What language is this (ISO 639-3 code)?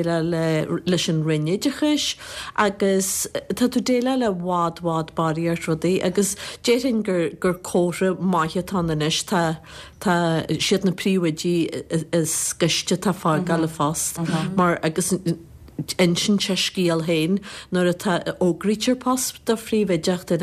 gle